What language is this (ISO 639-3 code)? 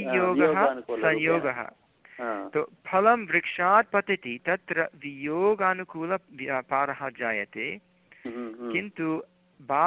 san